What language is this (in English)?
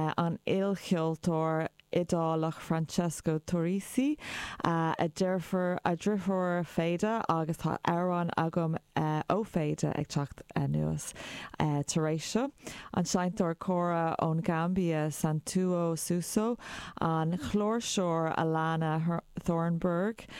Irish